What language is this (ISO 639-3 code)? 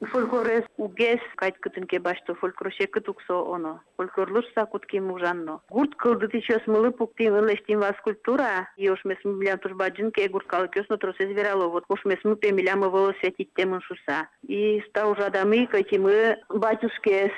udm